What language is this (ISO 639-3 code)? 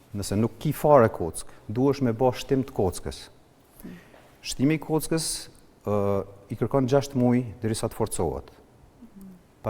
sqi